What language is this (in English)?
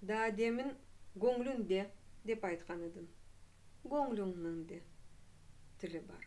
Crimean Tatar